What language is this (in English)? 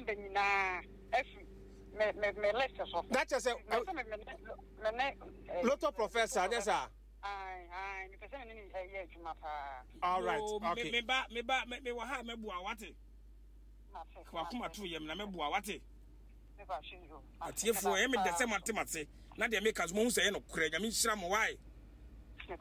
Akan